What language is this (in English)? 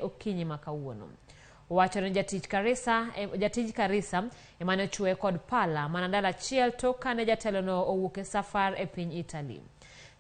Luo (Kenya and Tanzania)